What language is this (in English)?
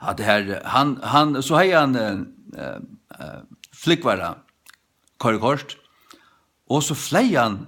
Faroese